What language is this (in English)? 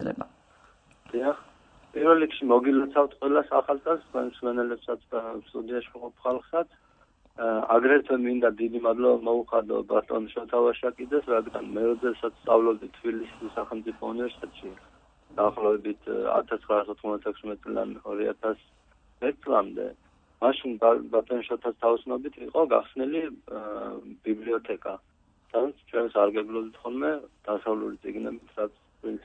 Georgian